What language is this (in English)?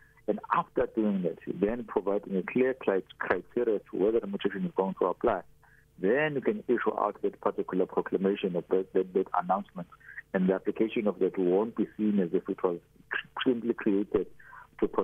English